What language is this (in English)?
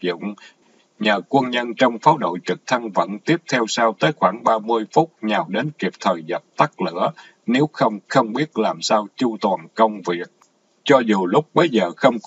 Vietnamese